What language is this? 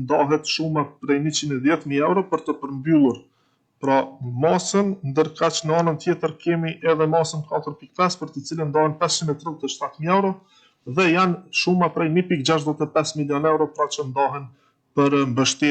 Albanian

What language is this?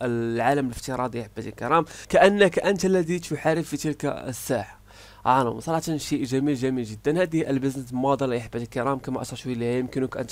Arabic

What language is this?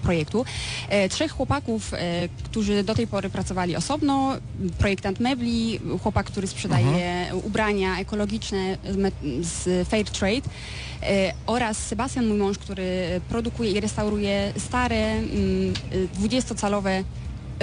Polish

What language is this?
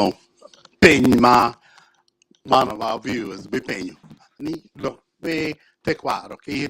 Acoli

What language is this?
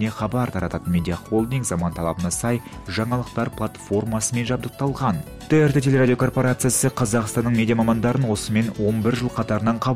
Kazakh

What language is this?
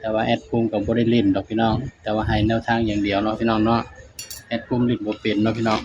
Northeastern Thai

